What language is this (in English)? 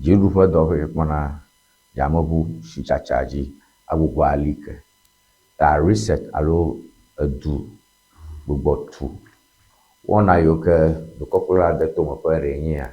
Ewe